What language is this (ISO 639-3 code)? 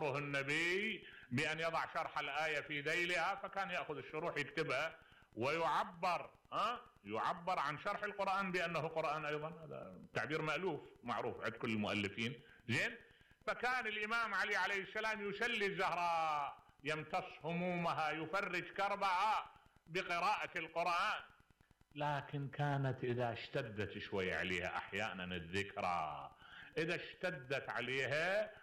acm